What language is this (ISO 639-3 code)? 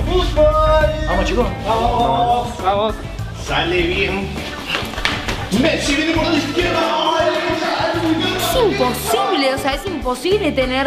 spa